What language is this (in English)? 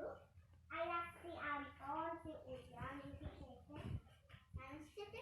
Sundanese